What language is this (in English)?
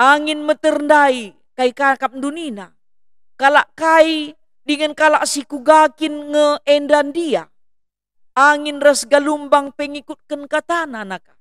Batak Karo